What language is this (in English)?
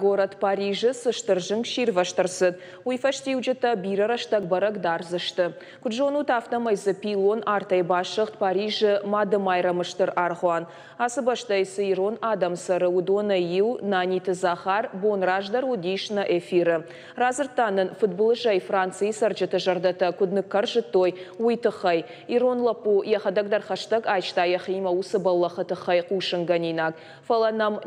Ossetic